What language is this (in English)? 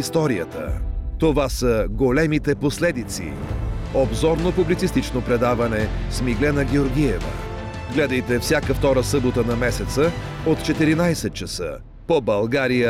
Bulgarian